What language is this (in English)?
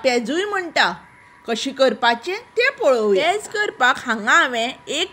Konkani